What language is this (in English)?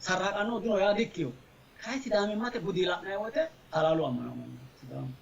Sidamo